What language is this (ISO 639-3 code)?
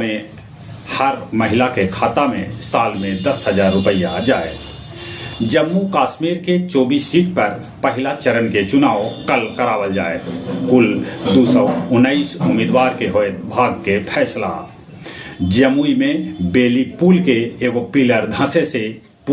mag